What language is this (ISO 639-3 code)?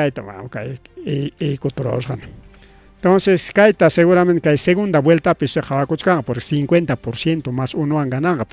quy